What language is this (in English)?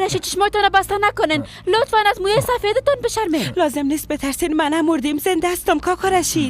Persian